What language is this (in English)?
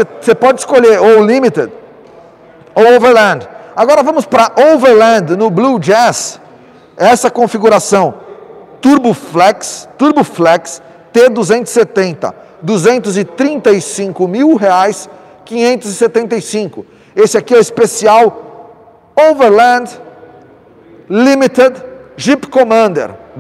Portuguese